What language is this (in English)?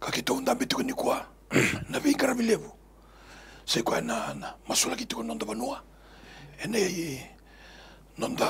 Fijian